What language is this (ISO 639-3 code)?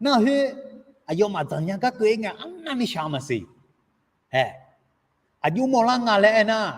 ahk